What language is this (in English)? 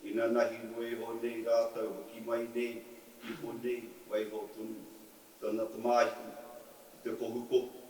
Māori